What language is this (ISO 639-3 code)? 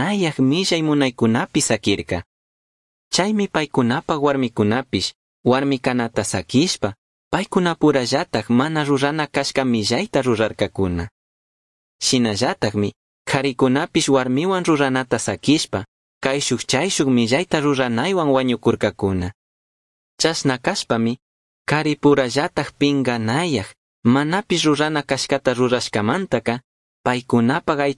qug